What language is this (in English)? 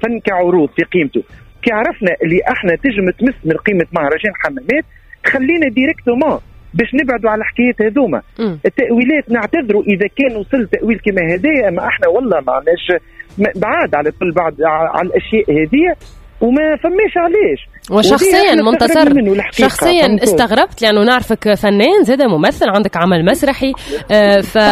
Tunisian Arabic